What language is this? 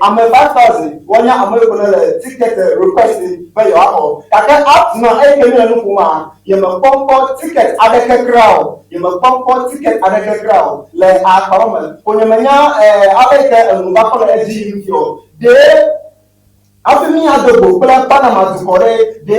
Ewe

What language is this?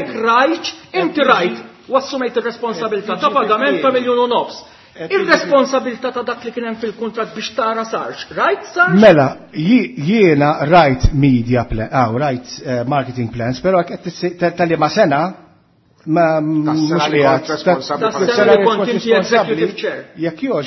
Maltese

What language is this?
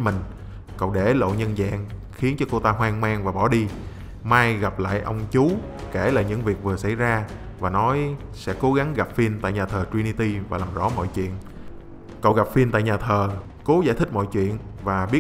Vietnamese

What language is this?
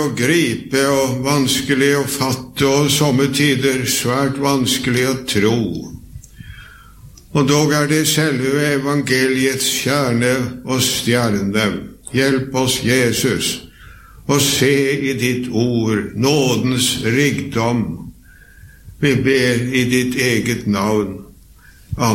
Norwegian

